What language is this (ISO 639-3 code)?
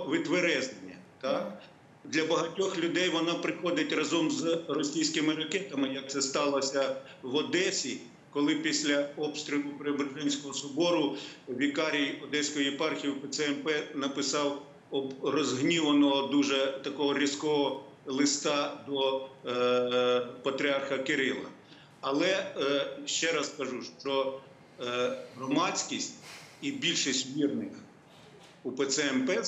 ukr